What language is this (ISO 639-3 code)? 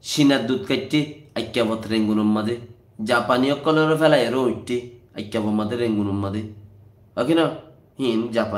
rhg